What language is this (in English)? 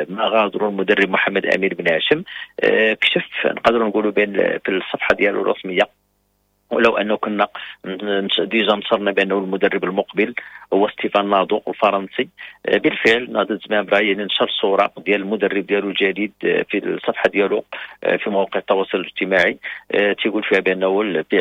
Moroccan Arabic